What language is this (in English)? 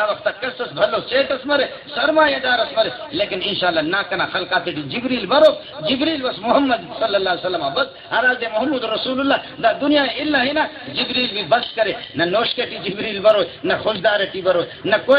Brahui